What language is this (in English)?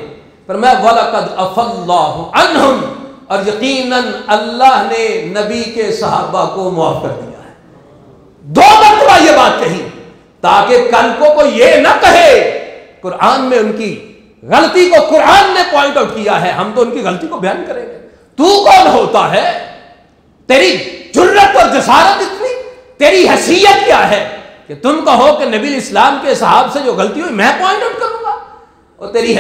Urdu